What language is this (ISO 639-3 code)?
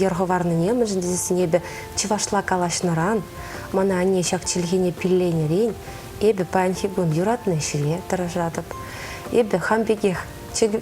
chv